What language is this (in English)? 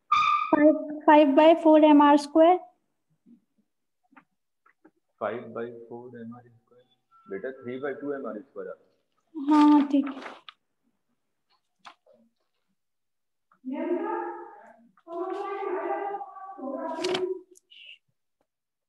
Hindi